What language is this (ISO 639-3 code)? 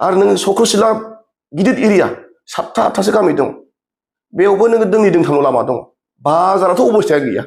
brx